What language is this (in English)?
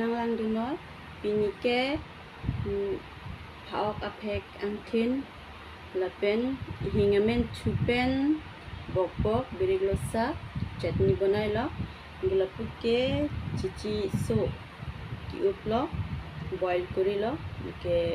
Karbi